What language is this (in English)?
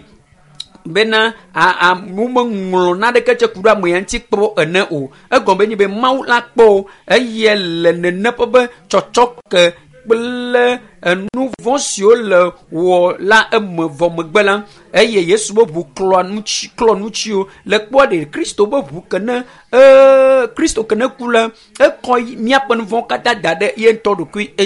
Ewe